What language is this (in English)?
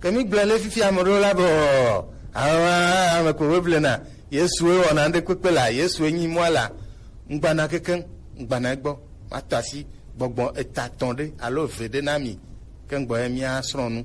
Gen